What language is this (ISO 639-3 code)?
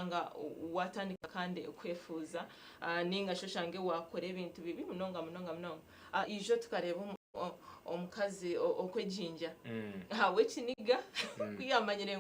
nyn